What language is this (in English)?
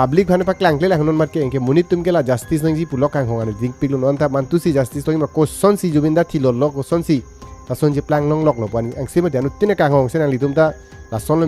Karbi